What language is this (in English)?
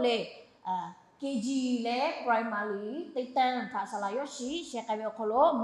Lahu